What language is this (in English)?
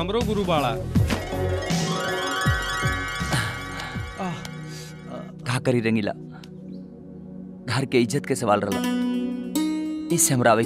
Bhojpuri